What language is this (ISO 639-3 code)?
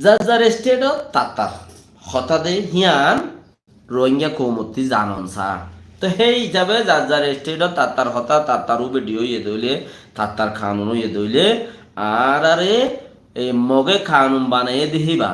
rhg